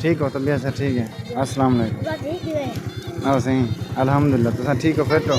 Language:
Saraiki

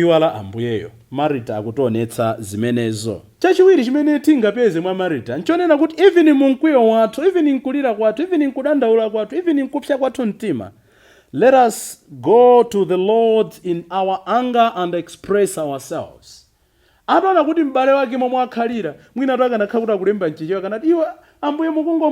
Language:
Nyanja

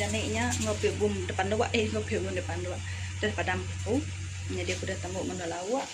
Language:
Iban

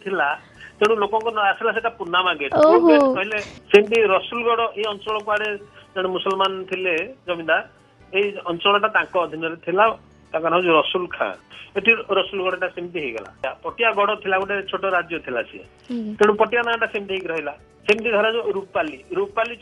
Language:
Odia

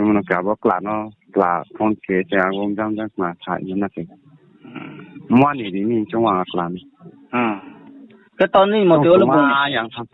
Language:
Riang (India)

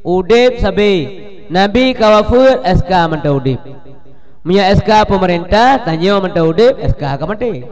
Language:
Achinese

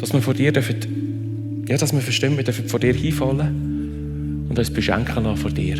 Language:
Swiss German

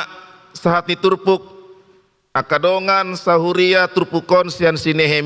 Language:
Batak Toba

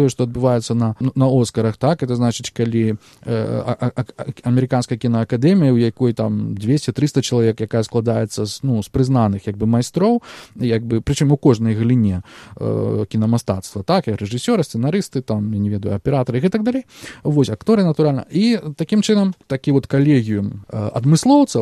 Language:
Belarusian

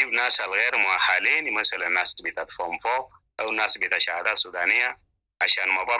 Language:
Sudanese Arabic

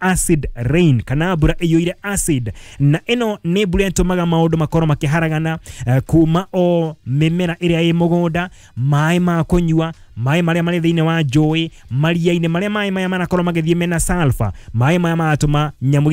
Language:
Kikuyu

